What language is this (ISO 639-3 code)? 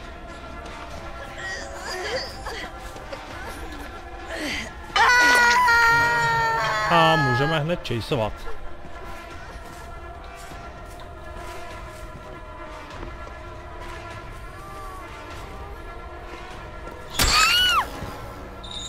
ces